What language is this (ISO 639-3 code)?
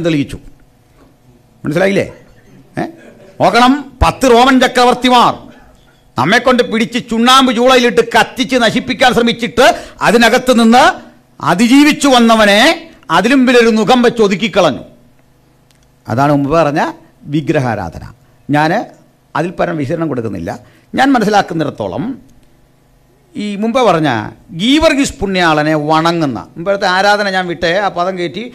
mal